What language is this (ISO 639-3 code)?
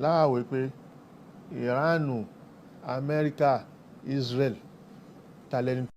yor